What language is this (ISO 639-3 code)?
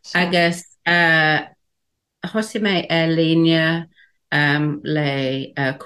gle